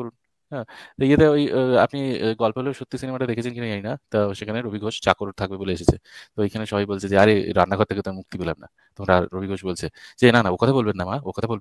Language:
Bangla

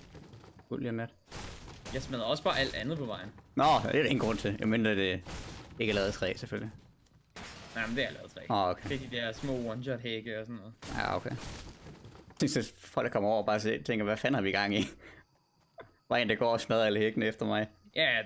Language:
Danish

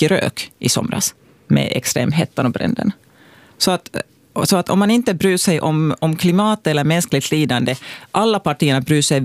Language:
Swedish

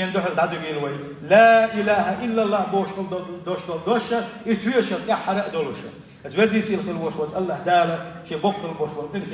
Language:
Chechen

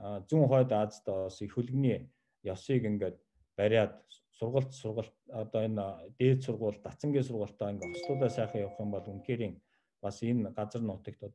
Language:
Mongolian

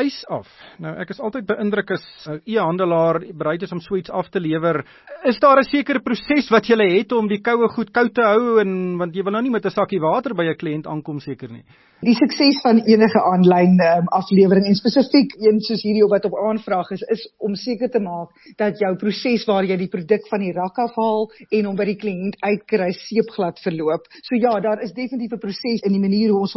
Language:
Afrikaans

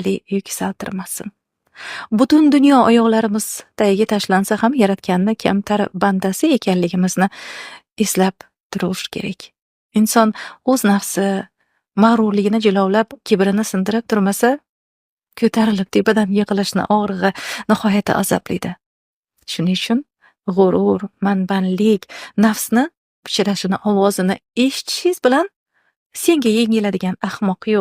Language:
Uzbek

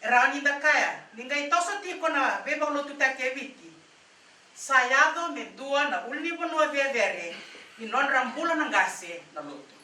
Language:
Fijian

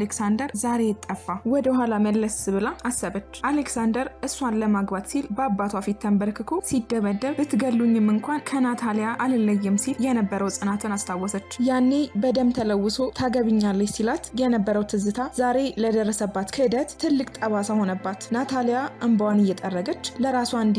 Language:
Amharic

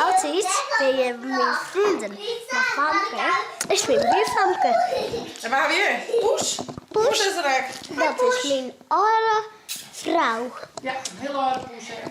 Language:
Western Frisian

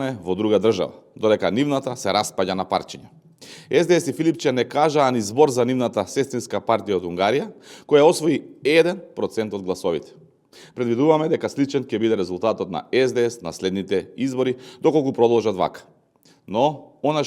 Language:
Macedonian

